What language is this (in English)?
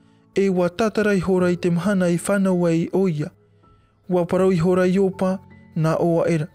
Tahitian